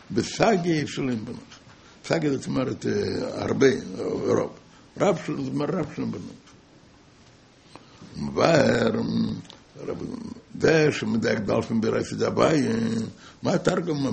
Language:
Hebrew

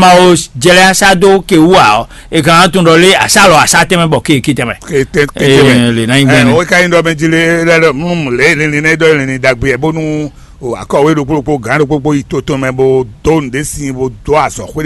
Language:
Fon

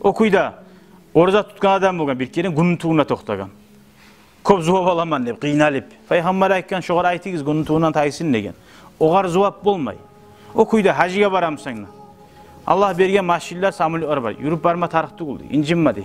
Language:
Kumyk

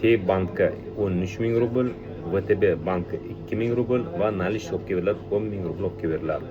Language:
Uzbek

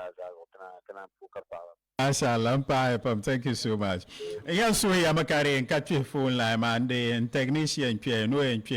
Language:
Dagbani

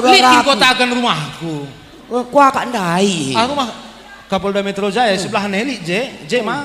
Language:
Batak Karo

